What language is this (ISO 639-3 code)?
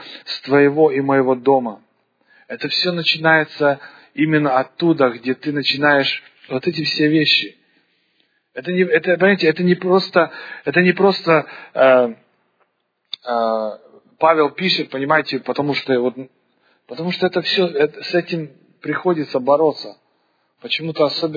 rus